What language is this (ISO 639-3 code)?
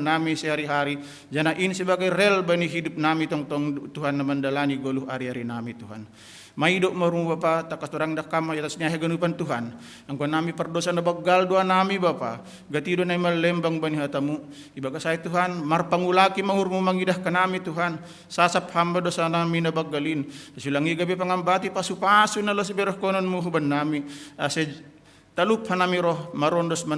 bts